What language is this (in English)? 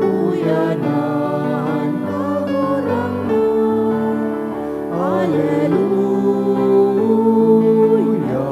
Bikol